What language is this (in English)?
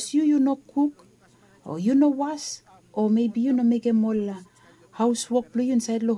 Bislama